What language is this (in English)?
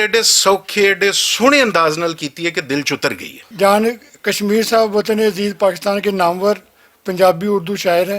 Western Panjabi